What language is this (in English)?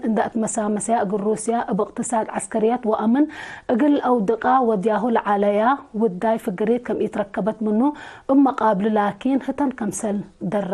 Tigre